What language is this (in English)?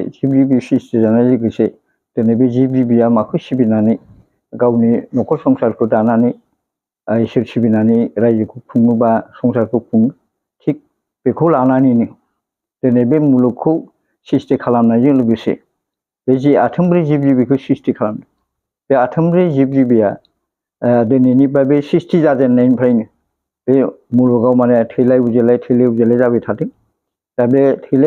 Bodo